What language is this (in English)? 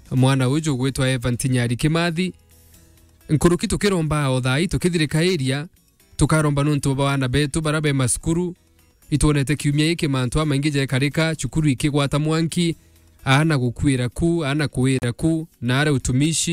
Meru